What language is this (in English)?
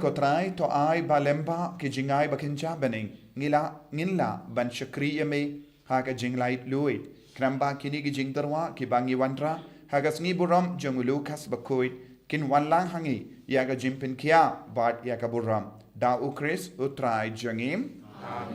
Khasi